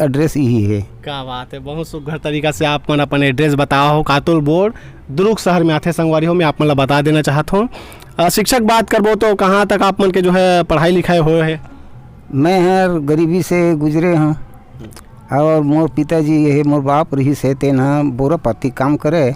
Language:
Chhattisgarhi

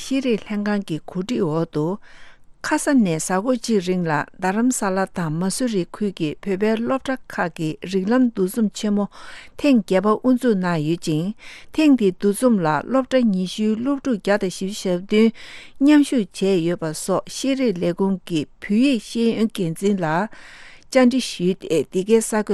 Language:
Tibetan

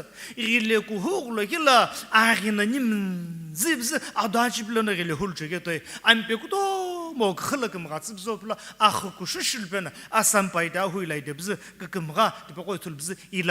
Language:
Sumi Naga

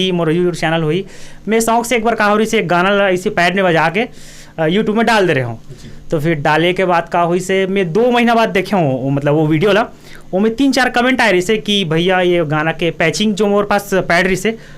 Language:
Chhattisgarhi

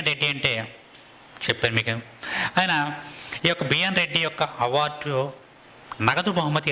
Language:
Telugu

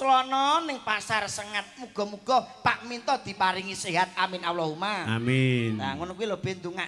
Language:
Javanese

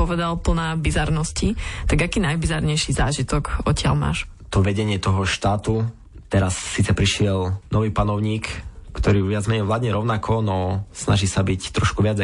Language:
Slovak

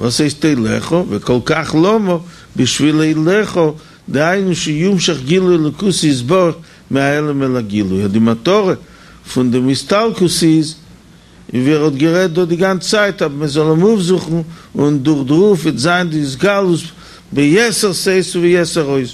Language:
Yiddish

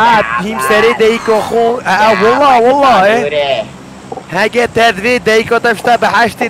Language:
Kurdish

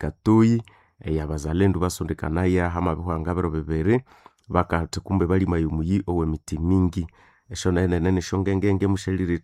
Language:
Nande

